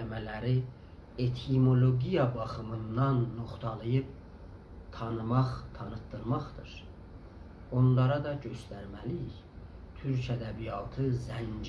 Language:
South Azerbaijani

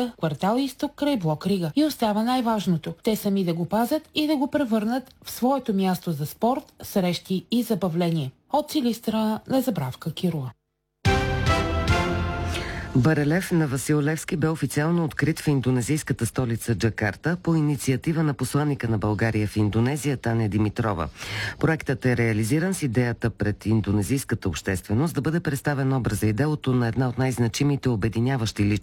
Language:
Bulgarian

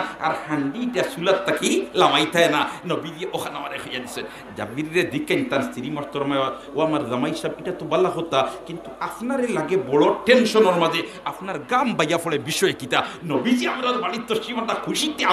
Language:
Sylheti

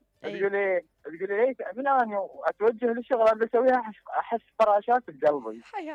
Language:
Mesopotamian Arabic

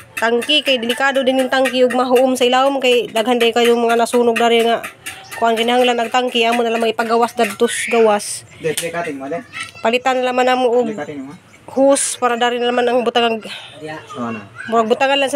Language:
Cebuano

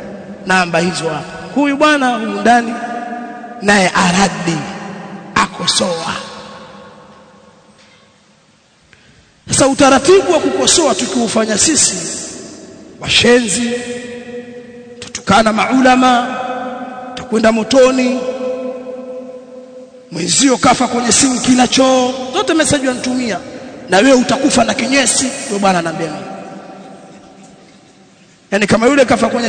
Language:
Swahili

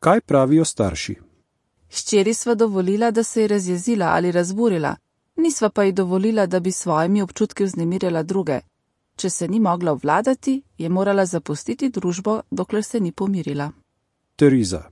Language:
Slovenian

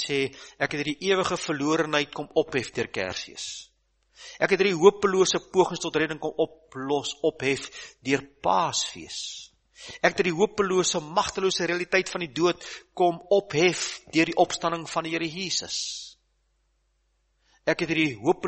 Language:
Afrikaans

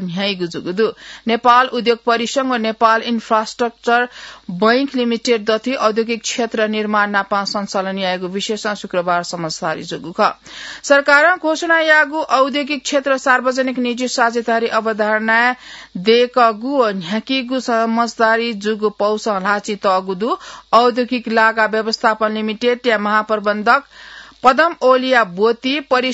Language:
Newari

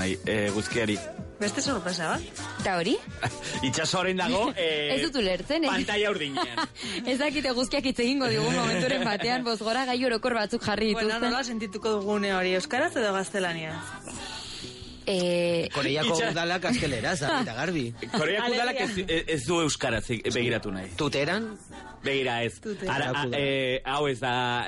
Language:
Basque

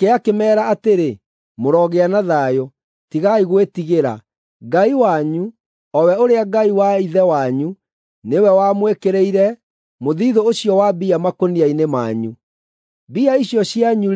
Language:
Kikuyu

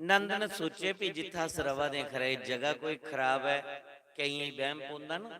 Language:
Dogri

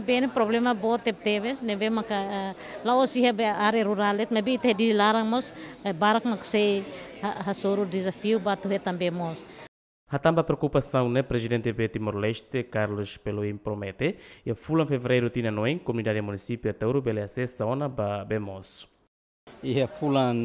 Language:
Tetum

